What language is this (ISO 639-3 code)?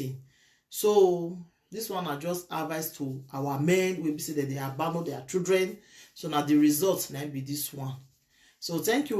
pcm